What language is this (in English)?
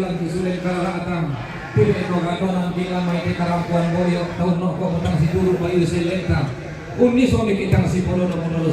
Toraja-Sa'dan